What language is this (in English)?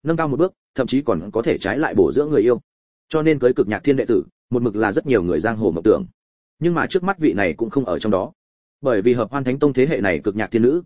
Vietnamese